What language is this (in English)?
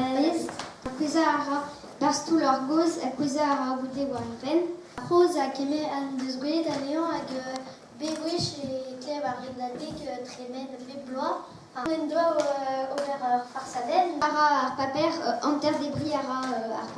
Breton